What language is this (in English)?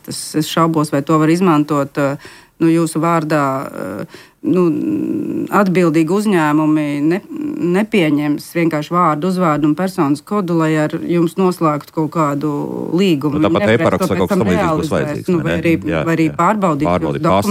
Latvian